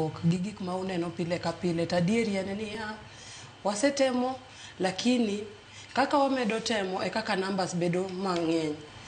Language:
Luo (Kenya and Tanzania)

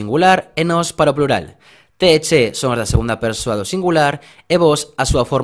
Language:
Galician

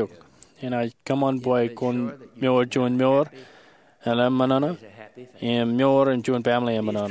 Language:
Marshallese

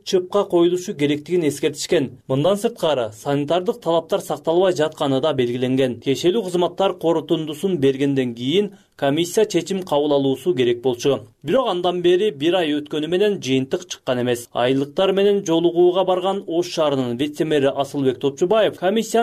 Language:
Kyrgyz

